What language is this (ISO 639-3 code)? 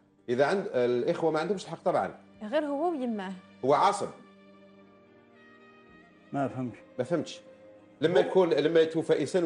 arq